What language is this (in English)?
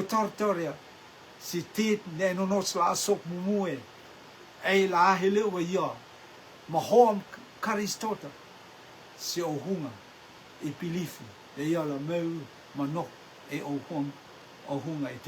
Rotuman